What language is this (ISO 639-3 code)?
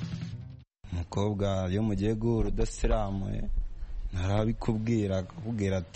kin